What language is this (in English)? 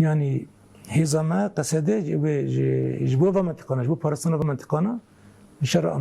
Kurdish